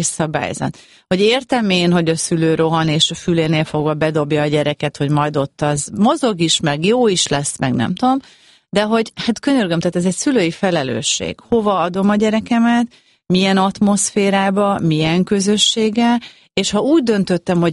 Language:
Hungarian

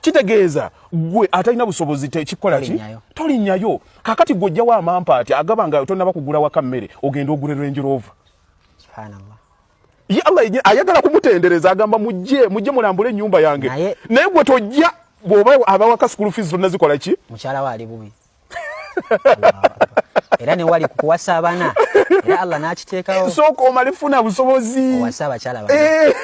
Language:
Ganda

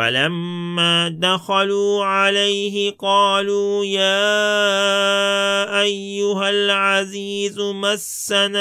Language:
Arabic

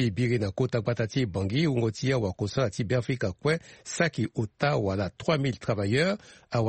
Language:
Sango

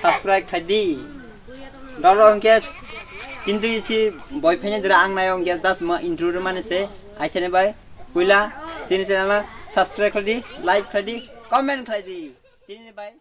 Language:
Kok Borok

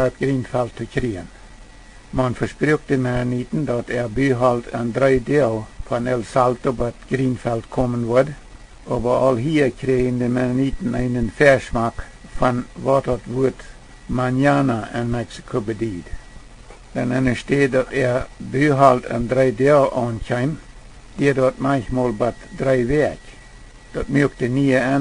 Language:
Plautdietsch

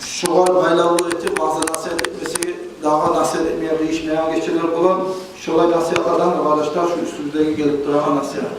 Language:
Kumyk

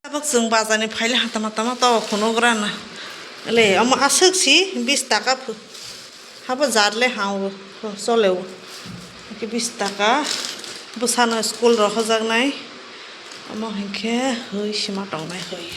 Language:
Kok Borok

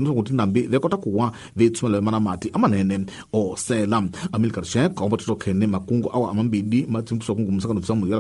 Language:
Tsonga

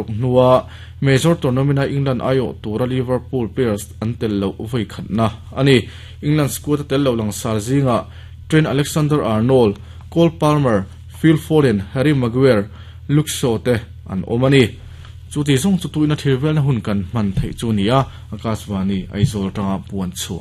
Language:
Mizo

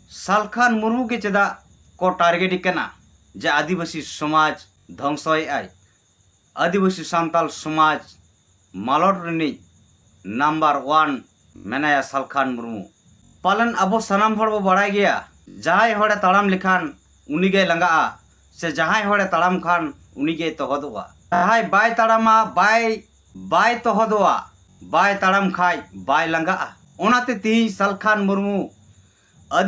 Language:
Santali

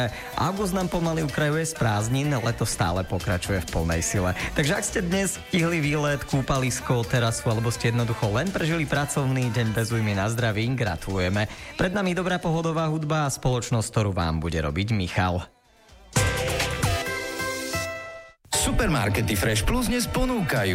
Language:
Slovak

